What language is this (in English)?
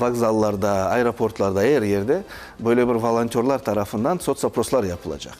Crimean Tatar